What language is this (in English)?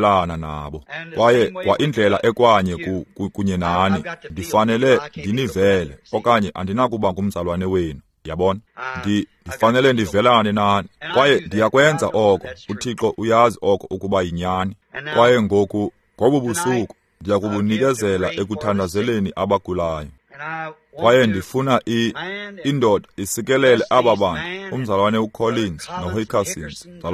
Xhosa